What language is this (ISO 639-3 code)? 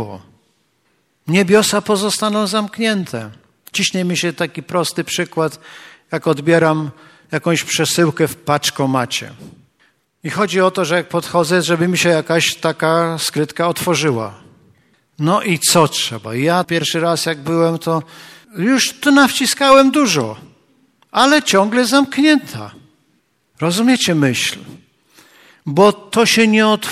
pol